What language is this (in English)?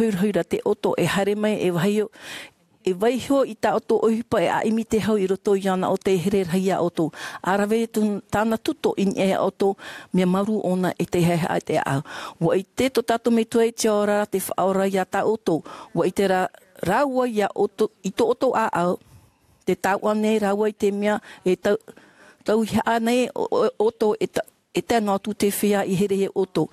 Tahitian